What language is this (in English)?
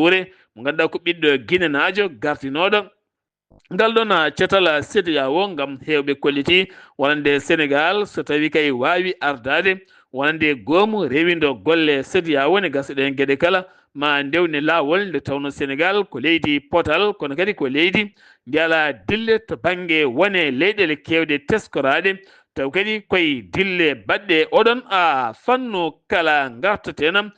Fula